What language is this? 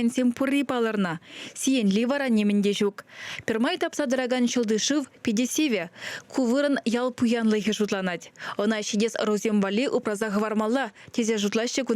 Chuvash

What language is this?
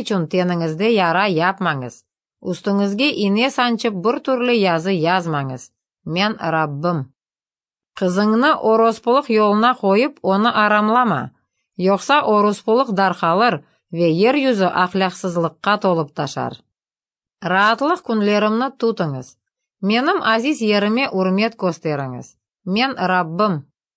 Crimean Tatar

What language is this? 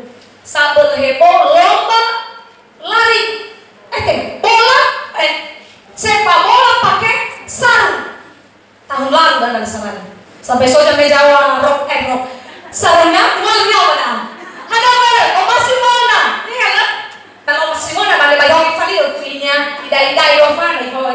Nias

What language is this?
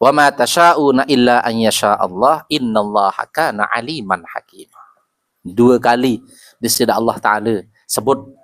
Sasak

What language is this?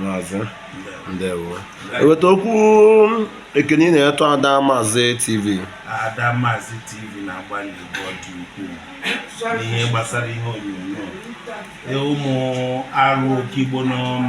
Igbo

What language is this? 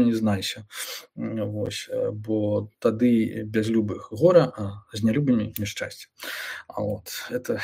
Belarusian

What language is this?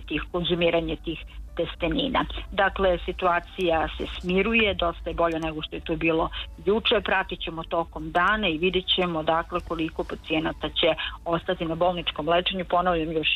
Serbian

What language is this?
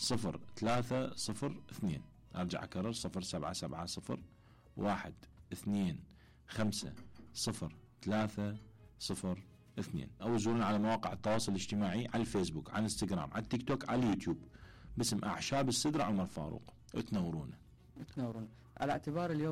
Mesopotamian Arabic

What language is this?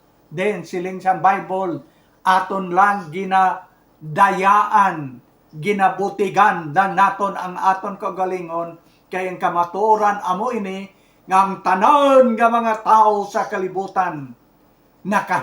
Hiligaynon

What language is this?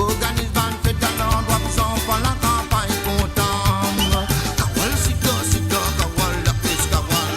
Morisyen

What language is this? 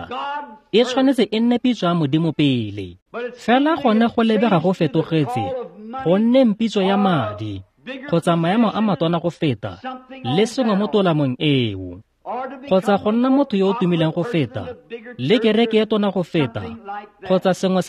Tswana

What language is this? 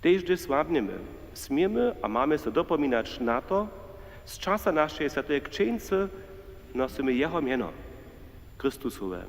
Upper Sorbian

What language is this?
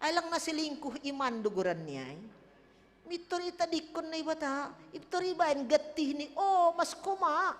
Batak Simalungun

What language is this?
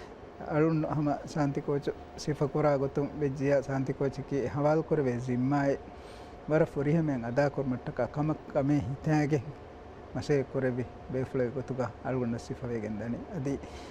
Divehi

